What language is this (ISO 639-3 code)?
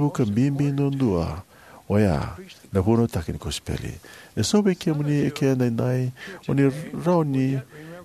fij